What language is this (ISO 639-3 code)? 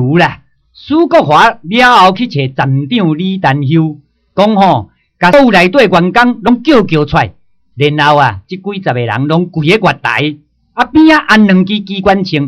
nan